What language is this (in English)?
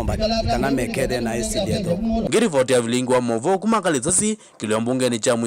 Kamba